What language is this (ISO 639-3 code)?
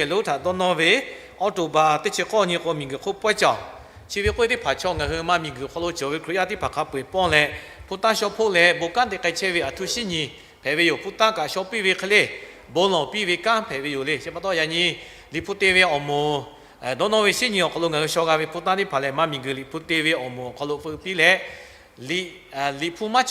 lhu